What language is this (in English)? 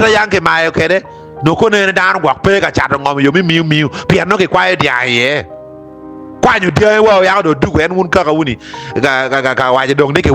Acoli